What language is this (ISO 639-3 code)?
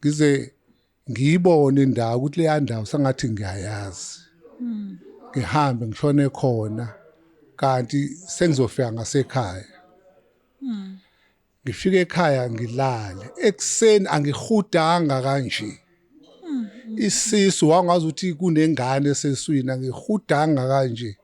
zul